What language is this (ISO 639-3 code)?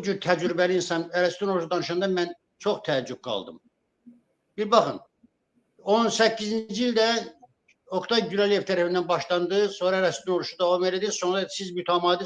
aze